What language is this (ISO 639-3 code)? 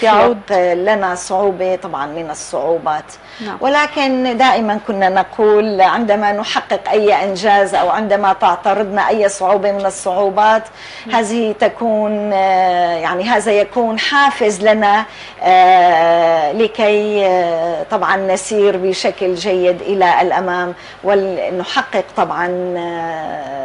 apc